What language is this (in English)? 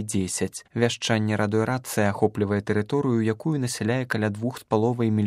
Belarusian